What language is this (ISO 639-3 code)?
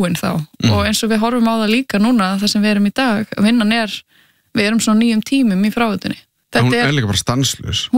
isl